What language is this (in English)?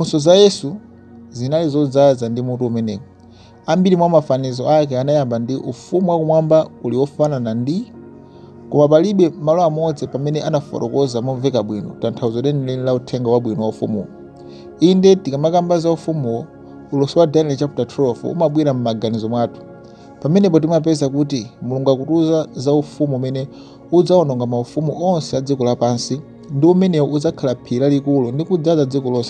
Nyanja